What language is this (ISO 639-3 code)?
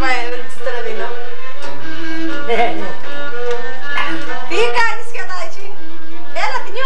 ell